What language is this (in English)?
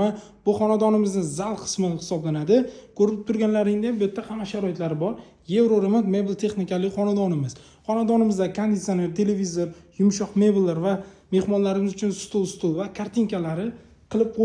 Uzbek